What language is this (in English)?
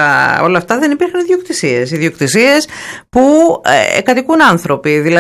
Greek